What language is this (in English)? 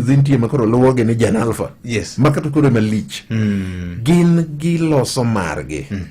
Luo (Kenya and Tanzania)